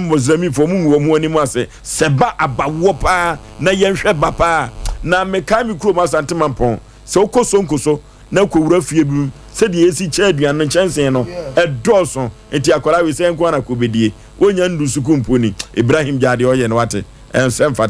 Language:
Akan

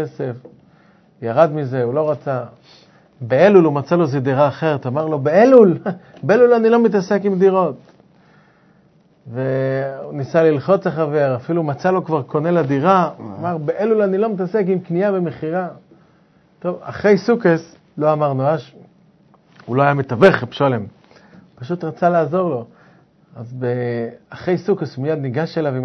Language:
Hebrew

